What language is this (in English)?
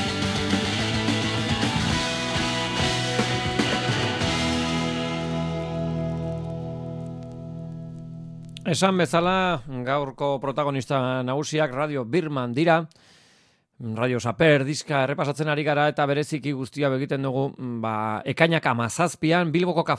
Basque